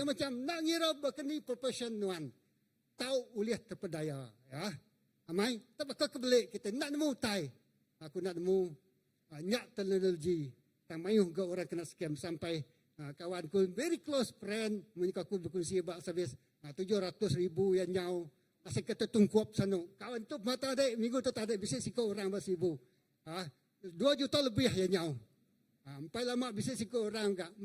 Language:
Iban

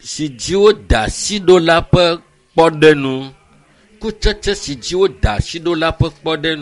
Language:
Ewe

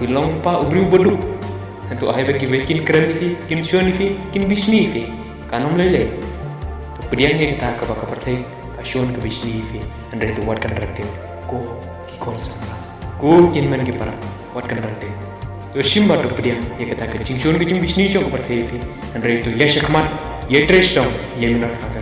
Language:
Khasi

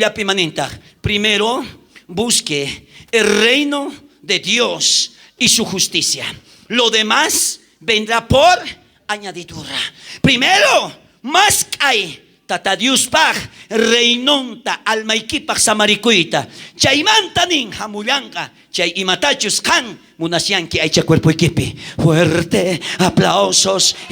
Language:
South Bolivian Quechua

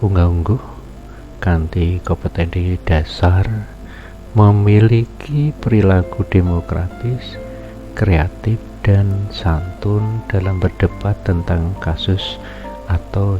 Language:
Javanese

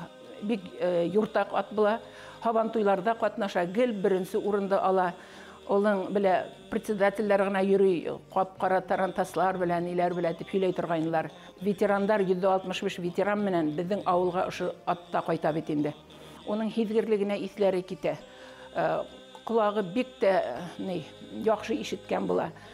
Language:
Bashkir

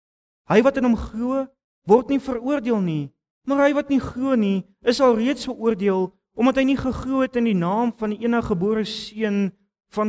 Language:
Afrikaans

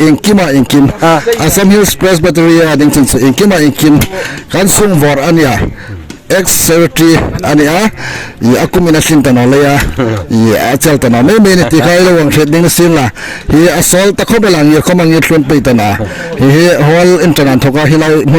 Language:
Hmar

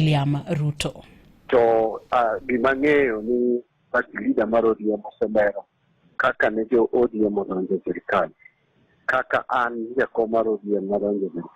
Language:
Luo (Kenya and Tanzania)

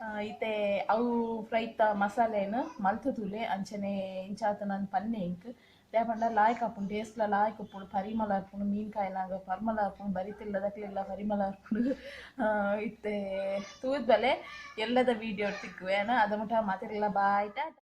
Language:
Tulu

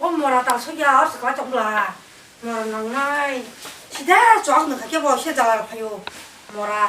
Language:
Kok Borok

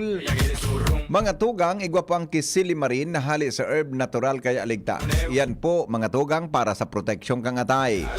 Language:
Bikol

